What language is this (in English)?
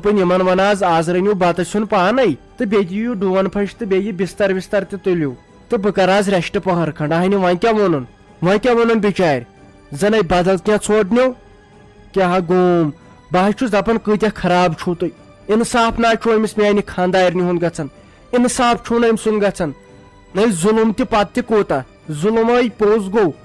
Kashmiri